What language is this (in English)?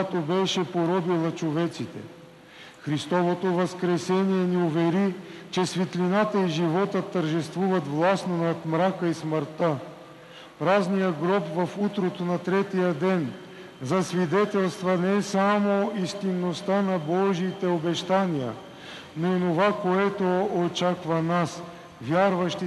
Bulgarian